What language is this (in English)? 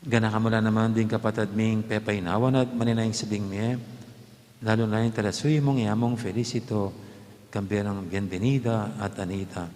Pampanga